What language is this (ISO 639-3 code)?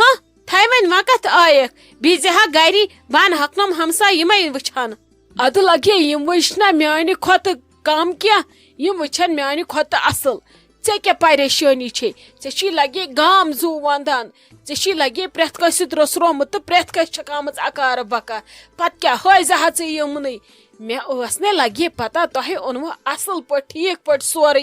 kas